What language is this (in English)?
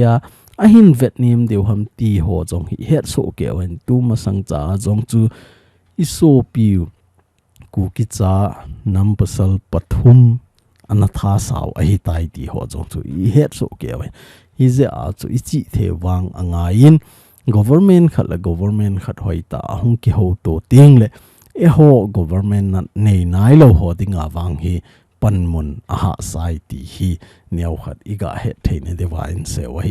Thado Chin